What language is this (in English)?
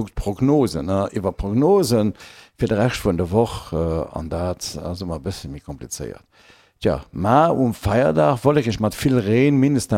Luxembourgish